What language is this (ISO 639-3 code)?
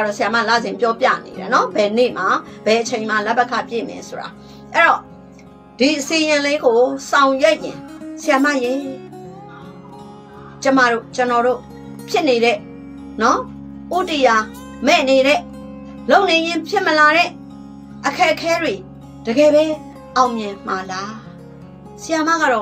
mya